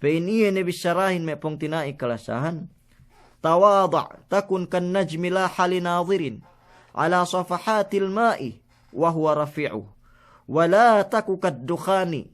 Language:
Yakan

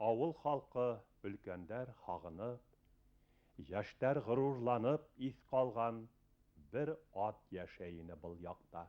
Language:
Bashkir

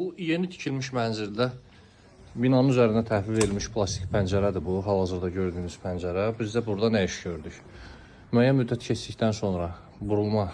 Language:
Azerbaijani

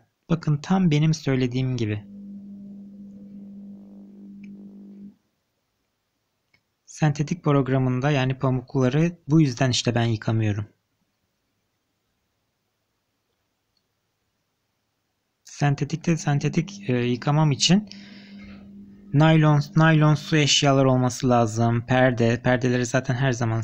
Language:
Turkish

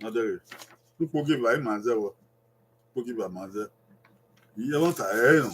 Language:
Bini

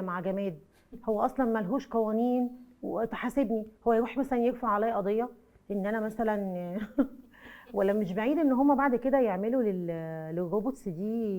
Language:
Egyptian Arabic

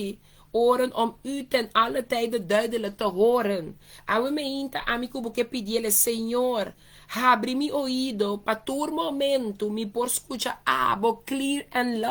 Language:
Papiamento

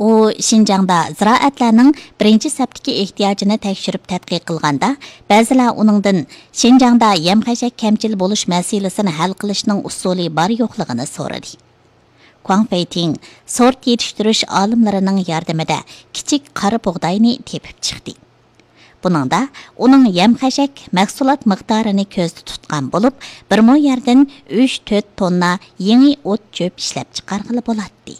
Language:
Uyghur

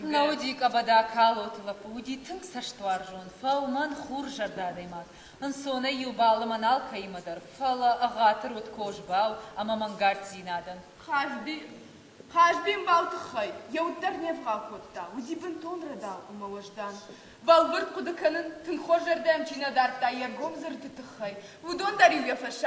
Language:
Ossetic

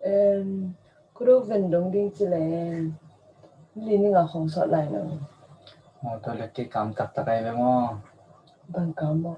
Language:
Tedim Chin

